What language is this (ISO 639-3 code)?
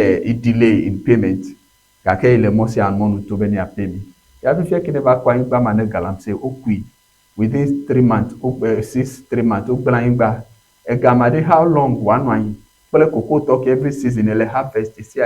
ewe